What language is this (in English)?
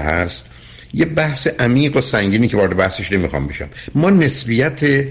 Persian